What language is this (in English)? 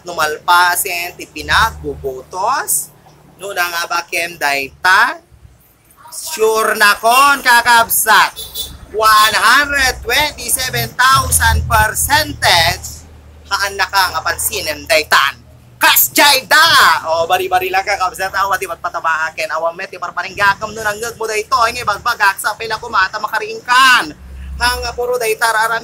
Iloko